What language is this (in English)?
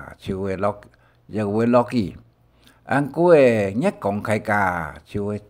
Hakka Chinese